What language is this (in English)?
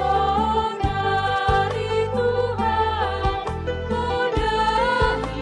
Batak Simalungun